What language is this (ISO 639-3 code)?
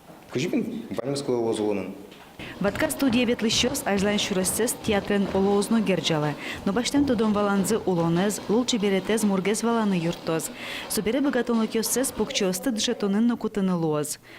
udm